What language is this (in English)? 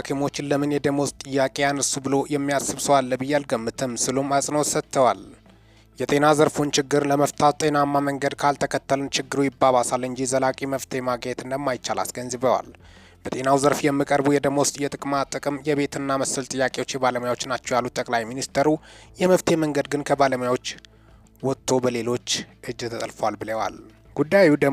Amharic